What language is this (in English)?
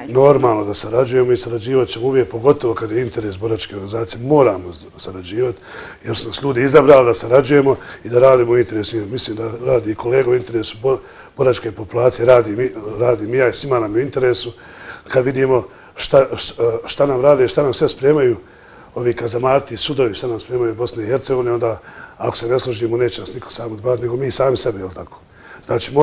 Bosnian